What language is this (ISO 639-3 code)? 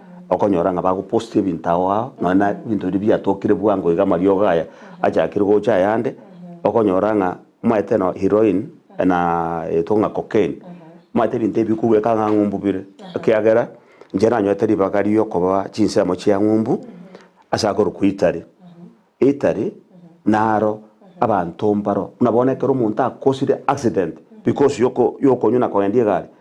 guz